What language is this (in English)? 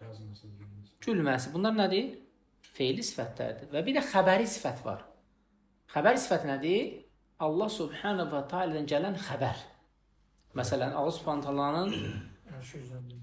Azerbaijani